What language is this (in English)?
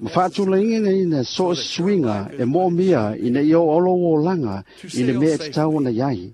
Samoan